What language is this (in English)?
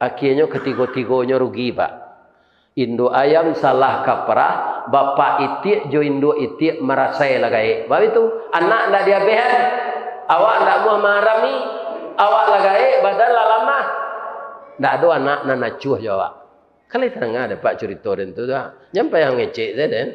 Minangkabau